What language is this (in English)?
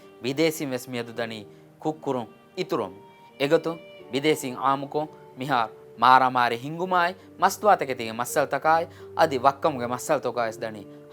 Divehi